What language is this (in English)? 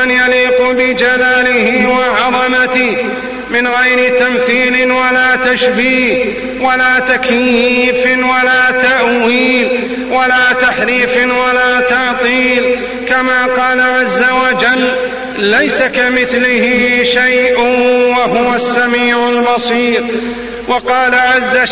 Arabic